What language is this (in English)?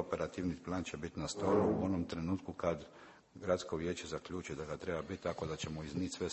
Croatian